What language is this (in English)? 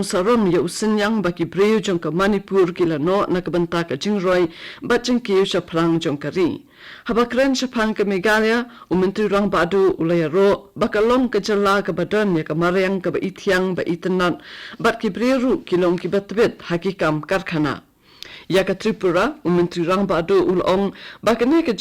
Khasi